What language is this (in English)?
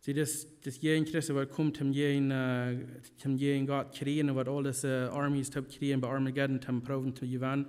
Plautdietsch